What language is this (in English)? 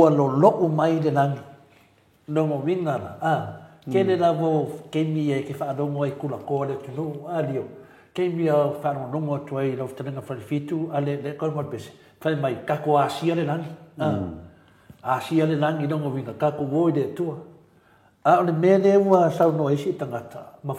Samoan